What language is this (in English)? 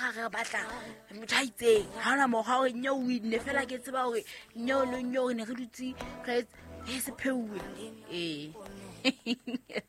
Southern Sotho